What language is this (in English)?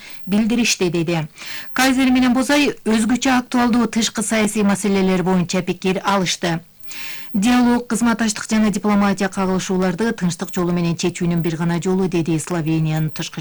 Kyrgyz